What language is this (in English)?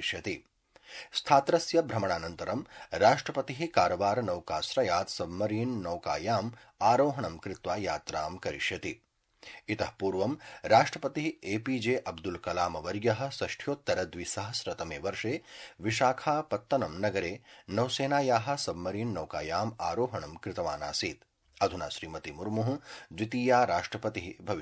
Sanskrit